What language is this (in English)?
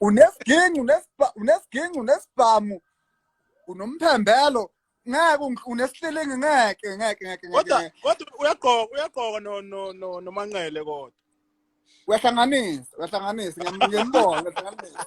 Zulu